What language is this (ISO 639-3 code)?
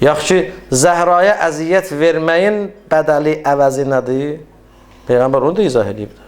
aze